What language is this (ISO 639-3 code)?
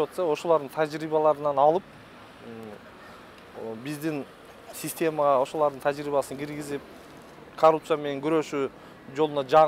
kir